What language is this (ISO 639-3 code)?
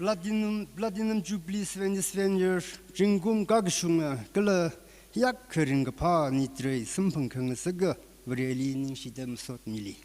nmf